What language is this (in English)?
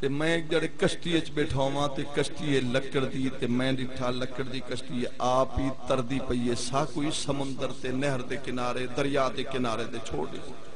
Saraiki